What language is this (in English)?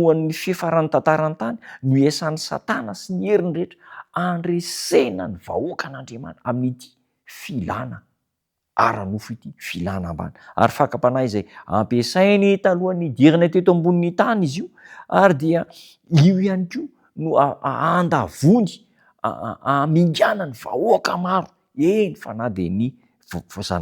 Malagasy